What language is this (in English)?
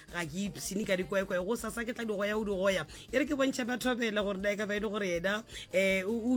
Northern Sotho